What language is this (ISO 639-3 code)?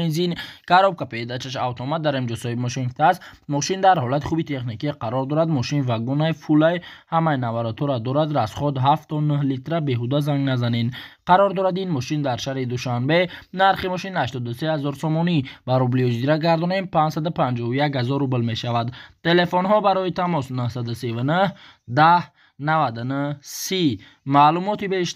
tgk